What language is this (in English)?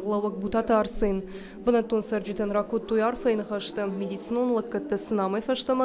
Ossetic